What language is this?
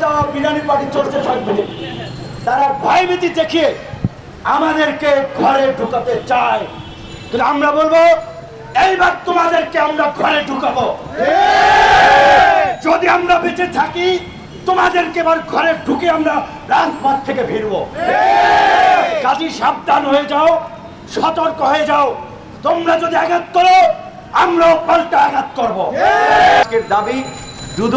Bangla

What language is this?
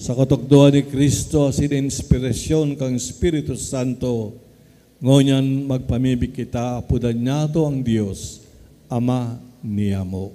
Bikol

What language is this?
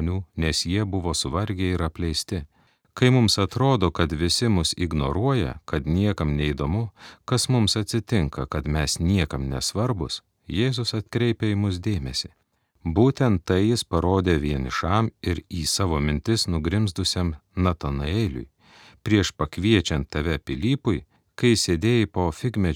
Lithuanian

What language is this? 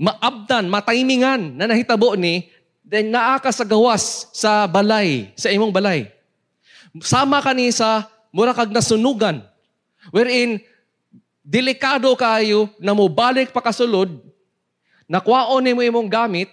Cebuano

